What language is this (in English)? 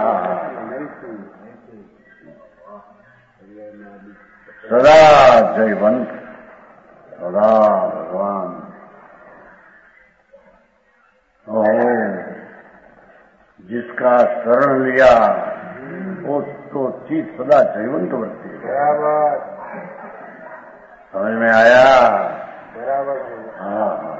Hindi